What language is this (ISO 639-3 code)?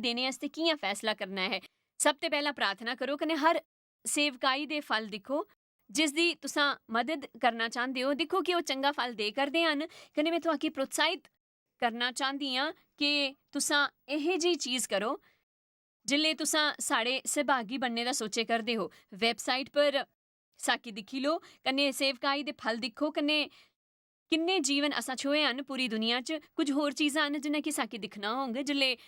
doi